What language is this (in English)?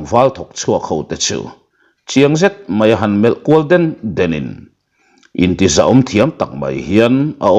Mizo